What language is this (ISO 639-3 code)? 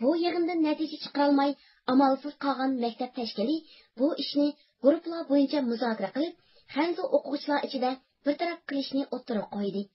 uig